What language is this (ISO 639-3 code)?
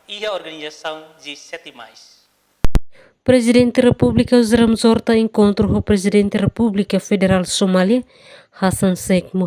tet